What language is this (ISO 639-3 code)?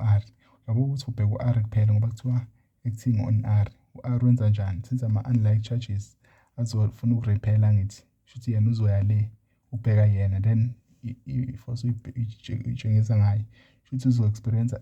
zul